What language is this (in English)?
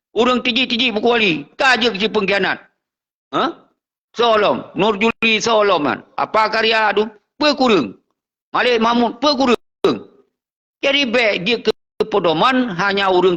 Achinese